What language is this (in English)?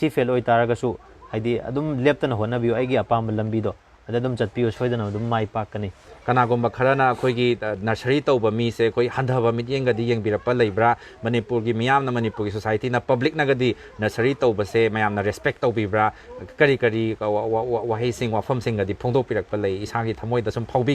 Manipuri